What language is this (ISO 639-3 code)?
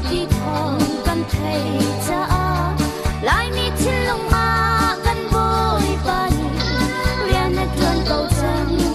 cnh